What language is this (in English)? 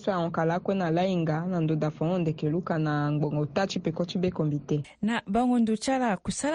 Sango